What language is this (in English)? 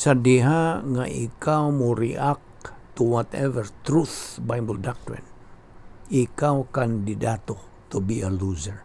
Cebuano